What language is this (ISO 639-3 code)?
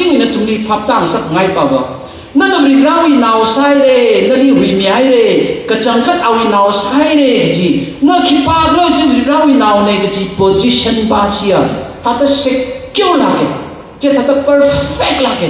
nmf